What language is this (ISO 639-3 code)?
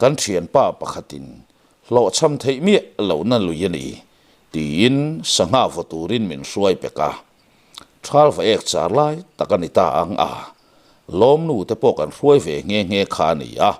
lus